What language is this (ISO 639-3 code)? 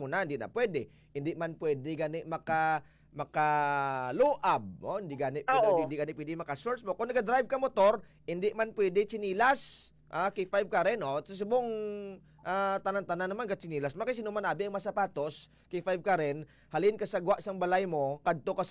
hil